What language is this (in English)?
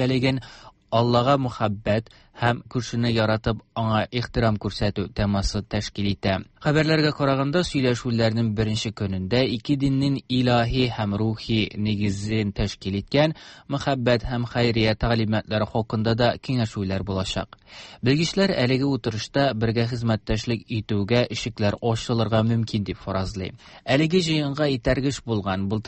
Tatar